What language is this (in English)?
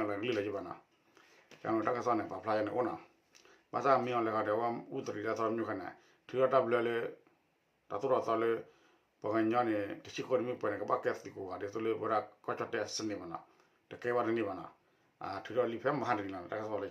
S'gaw Karen